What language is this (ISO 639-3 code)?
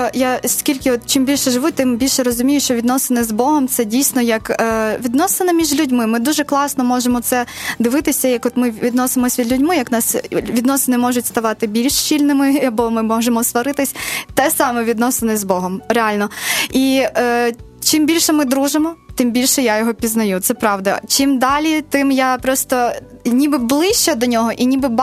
ukr